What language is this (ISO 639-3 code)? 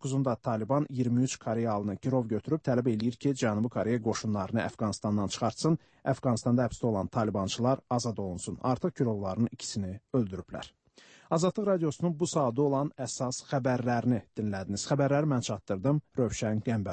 aze